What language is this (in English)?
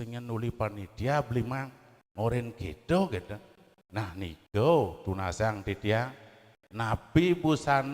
Balinese